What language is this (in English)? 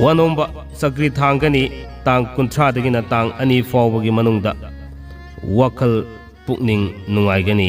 Manipuri